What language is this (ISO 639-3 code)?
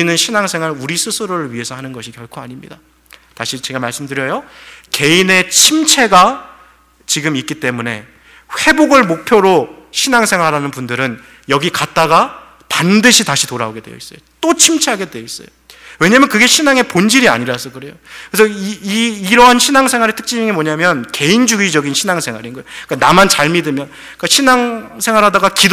kor